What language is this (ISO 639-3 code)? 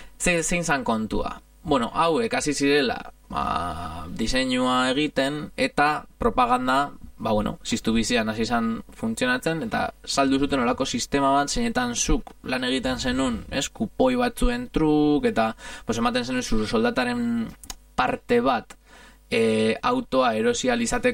eus